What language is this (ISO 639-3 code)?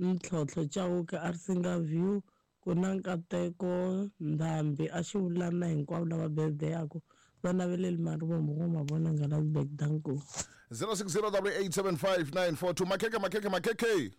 tso